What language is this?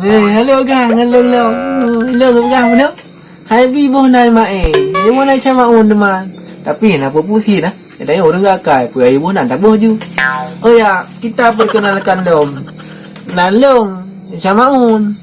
Achinese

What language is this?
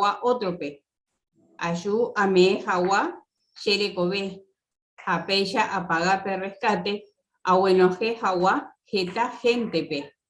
Guarani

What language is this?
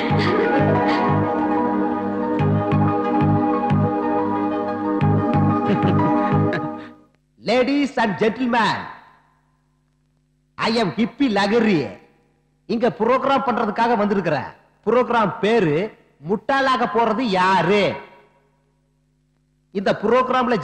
Tamil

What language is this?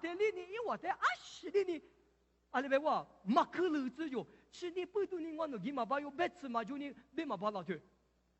Lisu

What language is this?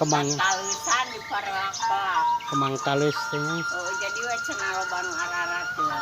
Sundanese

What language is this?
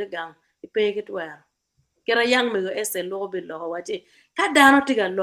Acoli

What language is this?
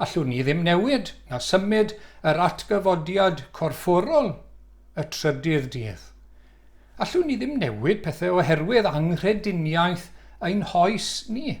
Welsh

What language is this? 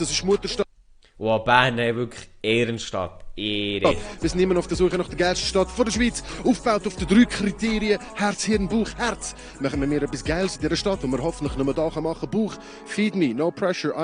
Swiss German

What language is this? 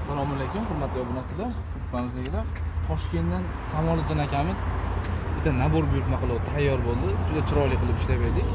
Uzbek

